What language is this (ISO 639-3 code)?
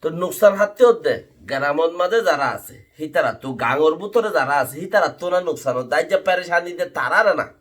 rhg